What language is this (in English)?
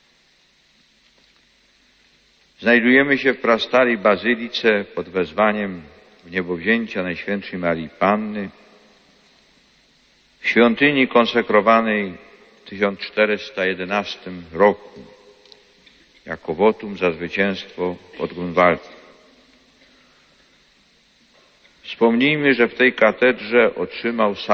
Polish